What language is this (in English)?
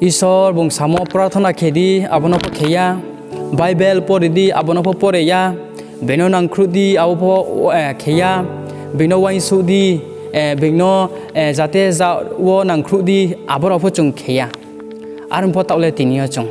Riang (India)